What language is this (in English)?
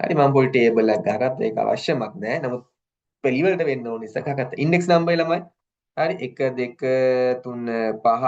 Sinhala